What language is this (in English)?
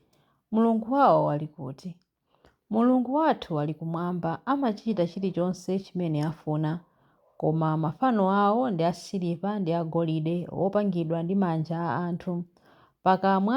Nyanja